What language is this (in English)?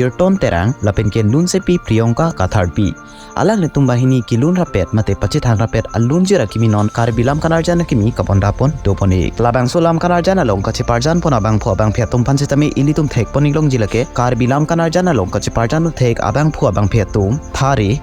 Karbi